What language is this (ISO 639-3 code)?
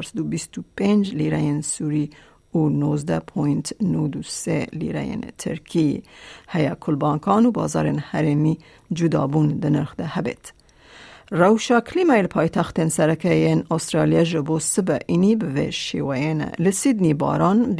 kur